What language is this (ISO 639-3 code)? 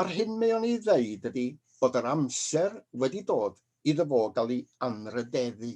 cym